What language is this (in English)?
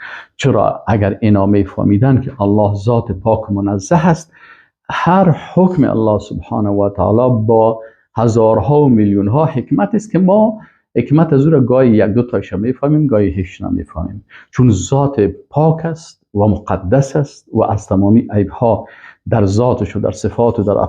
Persian